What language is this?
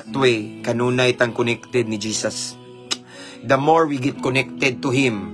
Cebuano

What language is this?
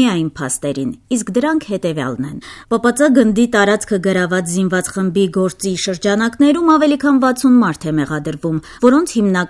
Armenian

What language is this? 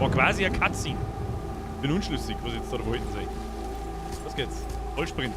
Bavarian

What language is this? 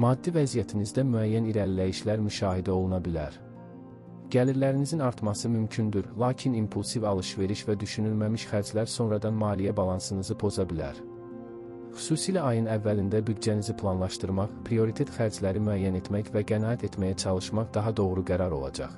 Azerbaijani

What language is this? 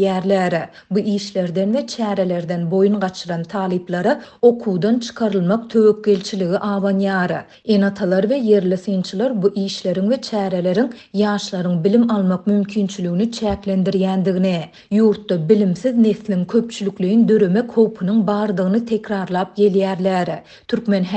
Turkmen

